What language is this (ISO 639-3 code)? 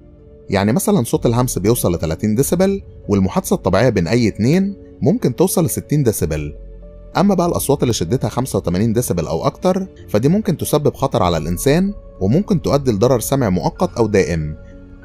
arz